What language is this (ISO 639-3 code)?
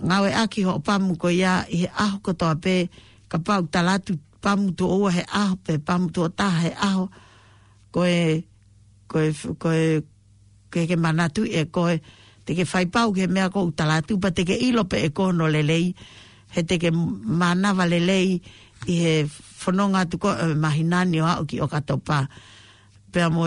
ton